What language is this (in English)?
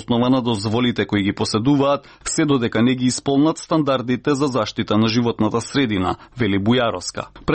Macedonian